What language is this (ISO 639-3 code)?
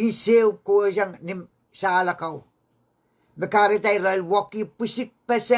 pon